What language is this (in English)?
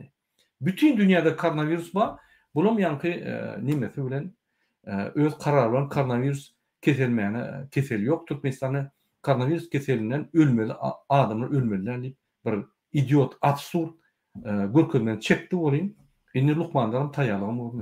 Turkmen